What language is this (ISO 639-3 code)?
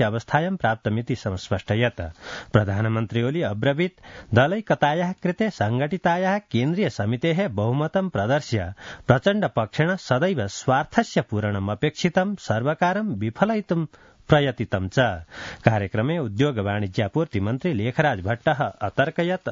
san